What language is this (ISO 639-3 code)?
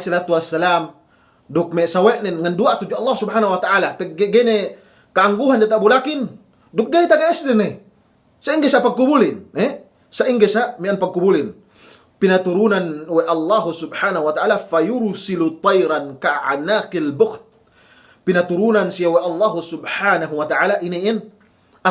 yka